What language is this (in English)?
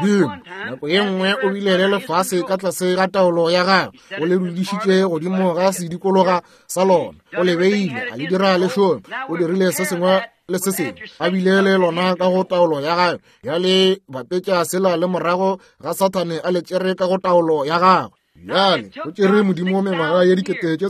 Northern Sotho